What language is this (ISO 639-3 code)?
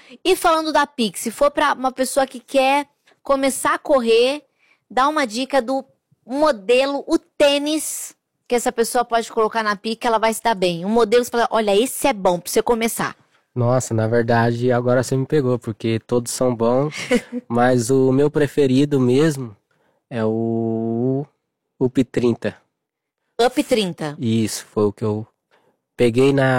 por